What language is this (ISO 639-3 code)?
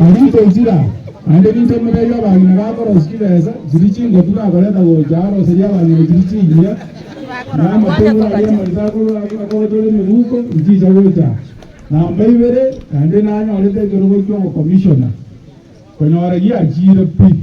guz